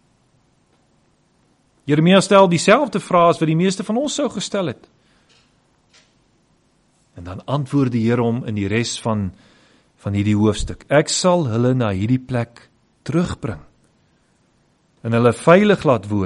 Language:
Afrikaans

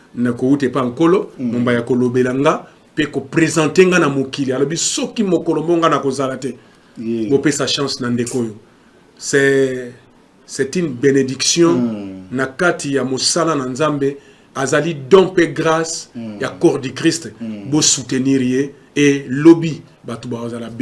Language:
Lingala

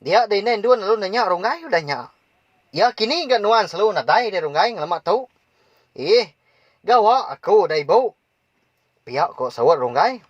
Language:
Iban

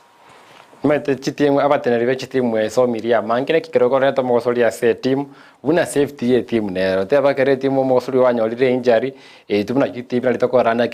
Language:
Gusii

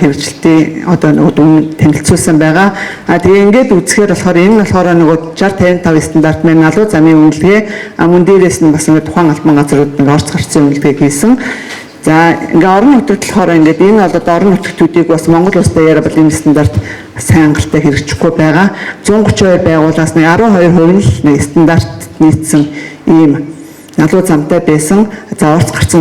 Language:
Mongolian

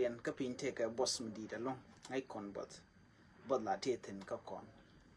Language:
Nuer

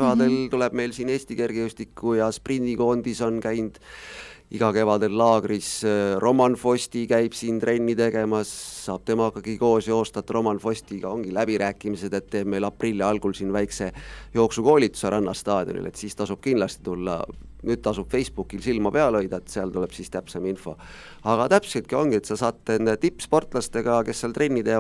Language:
Estonian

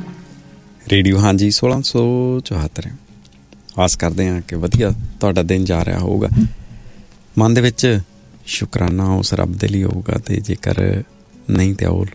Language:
Punjabi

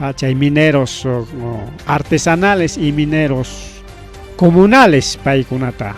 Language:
Ayacucho Quechua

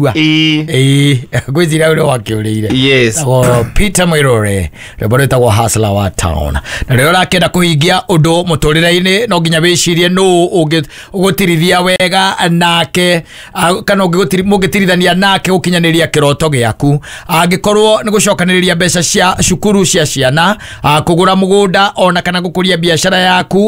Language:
Kikuyu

